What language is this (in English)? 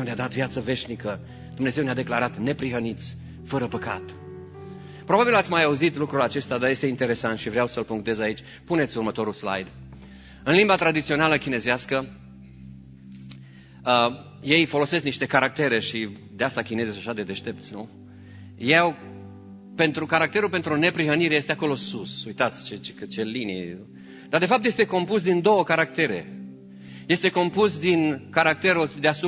Romanian